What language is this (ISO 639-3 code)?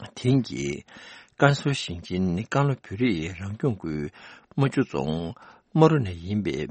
bod